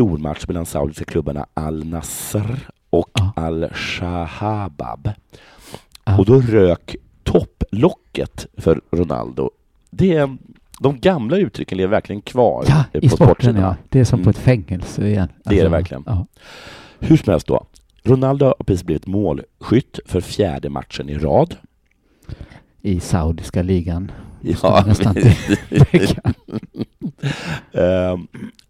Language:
Swedish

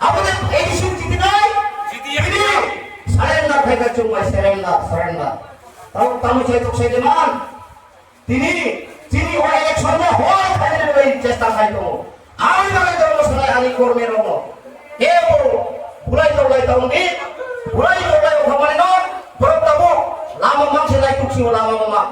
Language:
Kok Borok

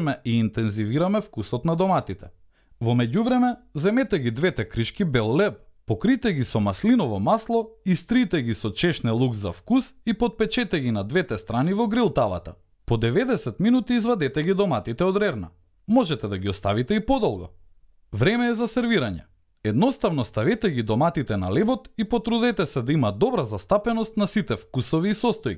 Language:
Macedonian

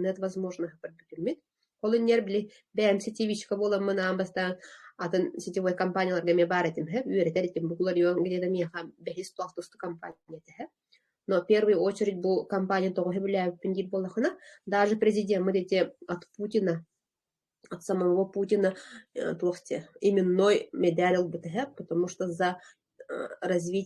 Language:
Yakut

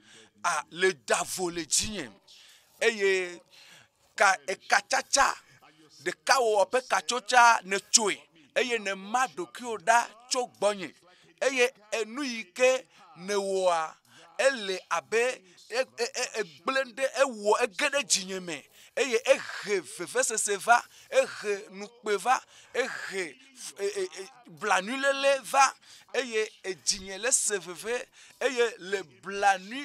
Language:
Ewe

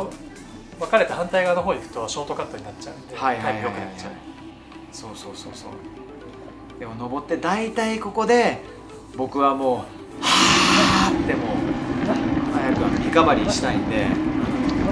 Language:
Japanese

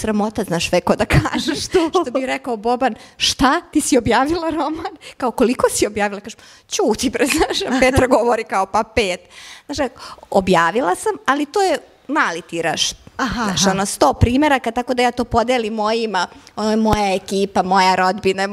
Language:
Serbian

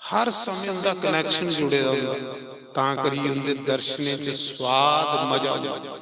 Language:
Dogri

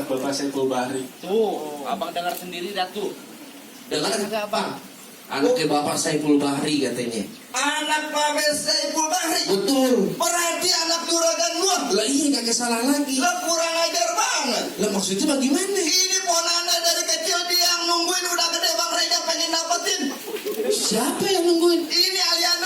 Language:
Betawi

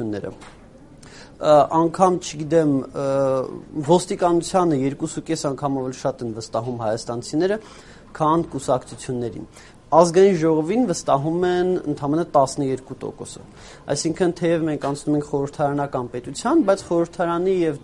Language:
Armenian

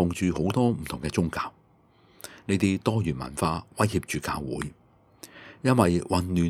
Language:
Cantonese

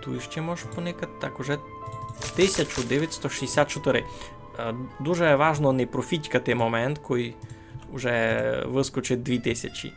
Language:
Rusyn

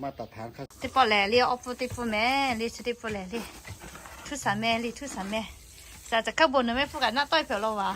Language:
Lahu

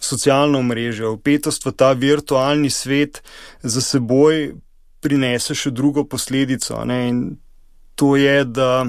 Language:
Slovenian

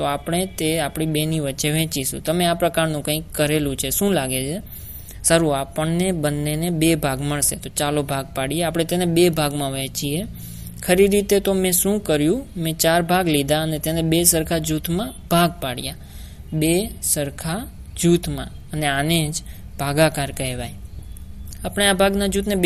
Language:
Gujarati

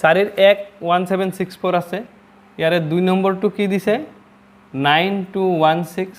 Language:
Assamese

